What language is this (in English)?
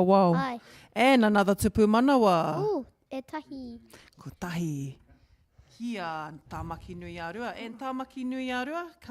Māori